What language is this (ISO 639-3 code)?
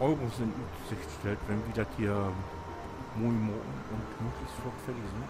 nds